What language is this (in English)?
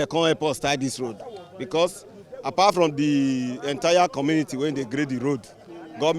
Nigerian Pidgin